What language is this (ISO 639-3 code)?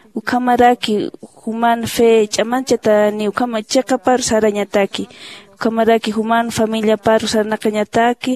aym